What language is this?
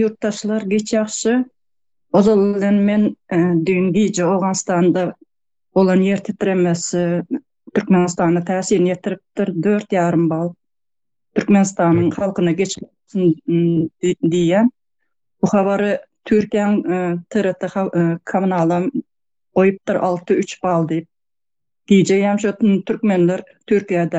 Turkmen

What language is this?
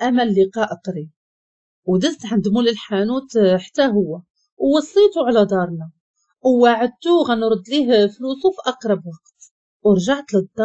Moroccan Arabic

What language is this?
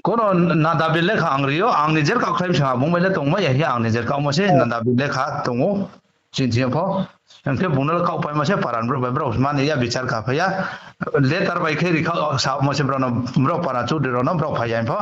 Riang (India)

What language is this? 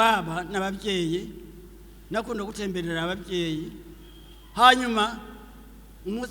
Rundi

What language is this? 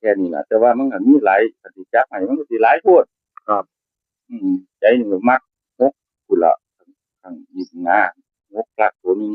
Northeastern Thai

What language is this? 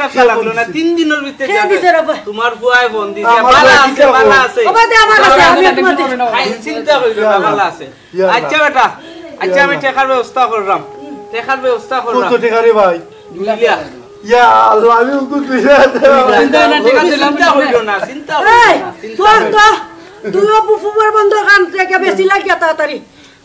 Sylheti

